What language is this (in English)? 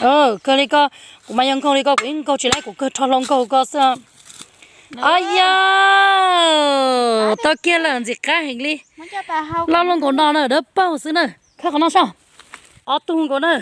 Hmong